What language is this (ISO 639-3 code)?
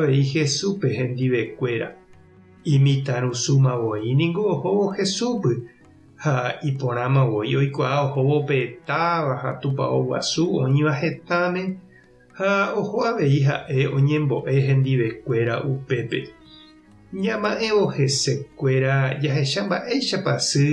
grn